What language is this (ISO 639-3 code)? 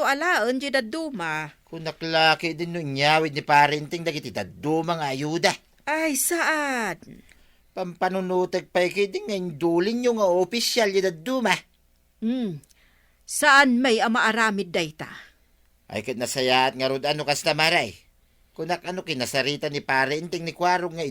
ilo